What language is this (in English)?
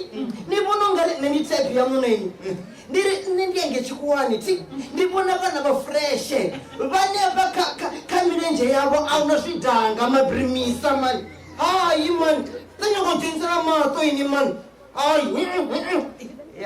Venda